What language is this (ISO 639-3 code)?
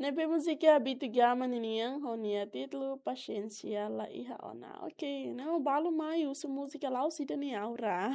tet